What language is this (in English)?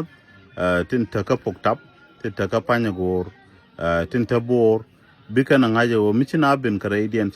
Nuer